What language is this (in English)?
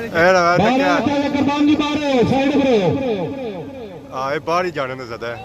Pahari-Potwari